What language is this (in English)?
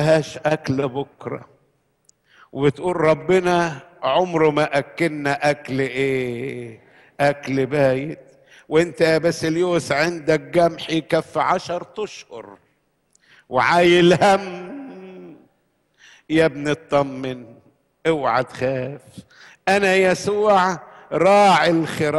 Egyptian Arabic